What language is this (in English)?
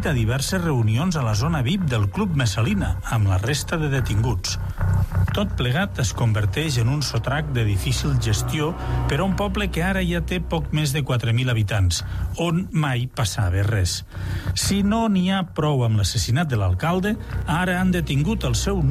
Catalan